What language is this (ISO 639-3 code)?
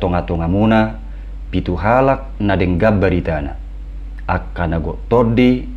bbc